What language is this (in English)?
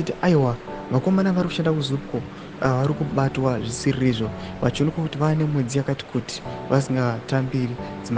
Shona